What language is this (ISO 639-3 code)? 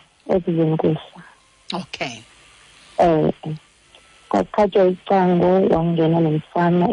xho